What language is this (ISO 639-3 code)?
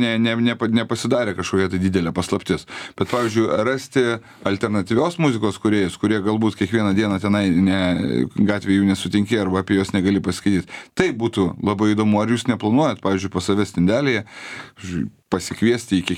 lit